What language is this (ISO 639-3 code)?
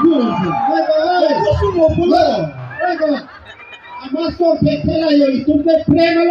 mjw